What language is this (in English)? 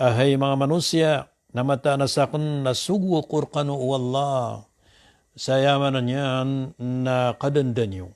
Maranao